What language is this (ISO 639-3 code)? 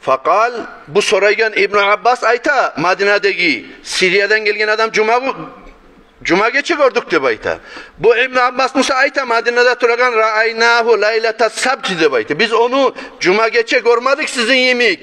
kum